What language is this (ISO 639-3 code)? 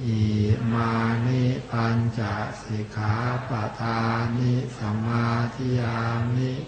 pli